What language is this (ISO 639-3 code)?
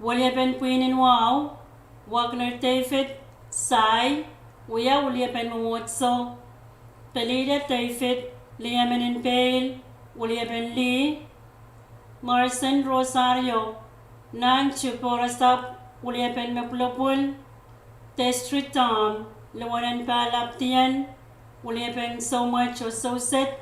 pon